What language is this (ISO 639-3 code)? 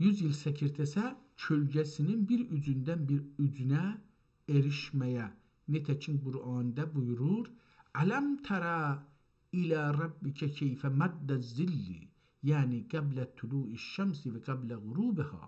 azb